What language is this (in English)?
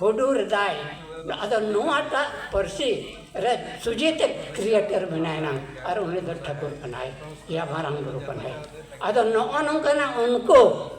Santali